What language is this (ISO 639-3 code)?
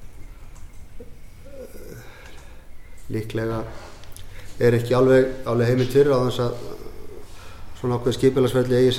isl